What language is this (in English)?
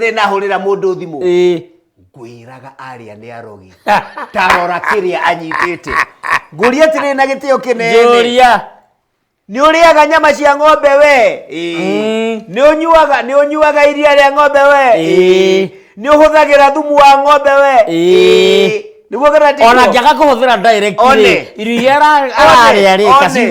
Kikuyu